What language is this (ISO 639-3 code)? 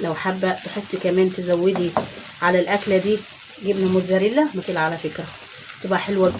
arz